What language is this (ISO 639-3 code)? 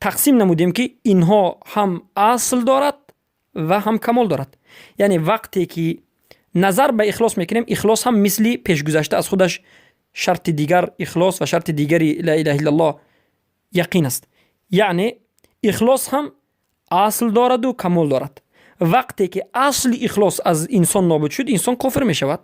fas